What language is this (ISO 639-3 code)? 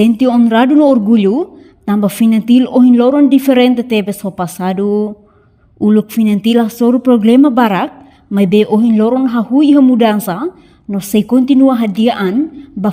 tet